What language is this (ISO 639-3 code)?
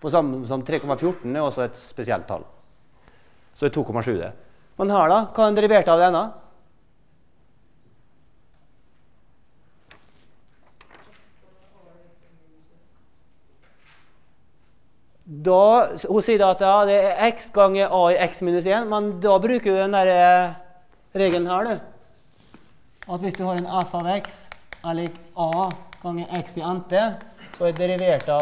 nor